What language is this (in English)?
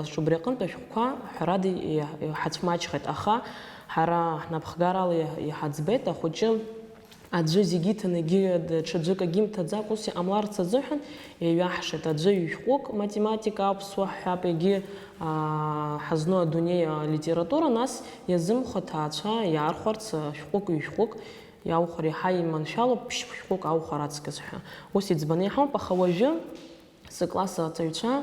Abkhazian